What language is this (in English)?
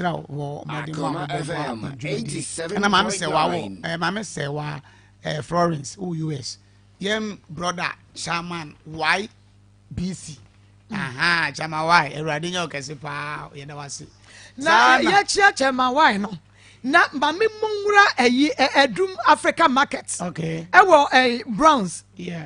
Akan